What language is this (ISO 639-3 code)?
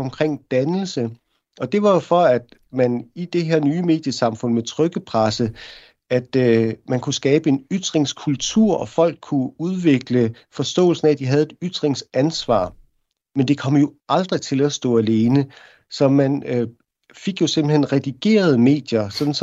dan